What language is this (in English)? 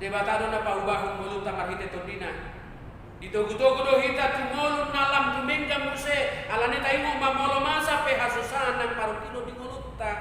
Batak Toba